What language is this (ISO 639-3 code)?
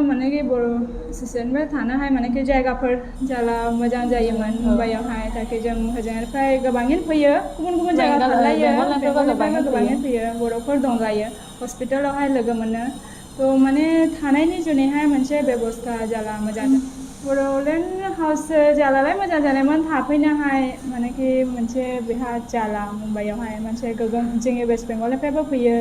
brx